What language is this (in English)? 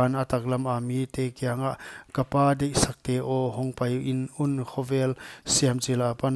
Paite Chin